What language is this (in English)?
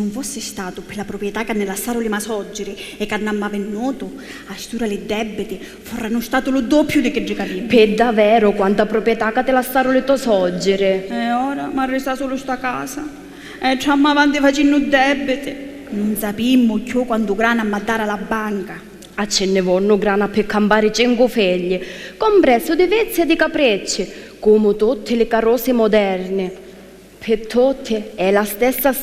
Sicilian